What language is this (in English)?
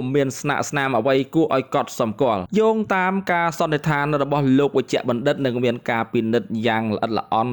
Khmer